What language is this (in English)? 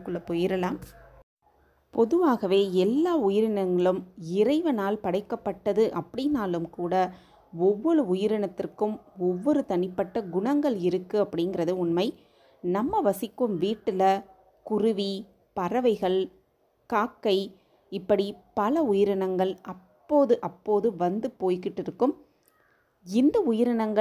Tamil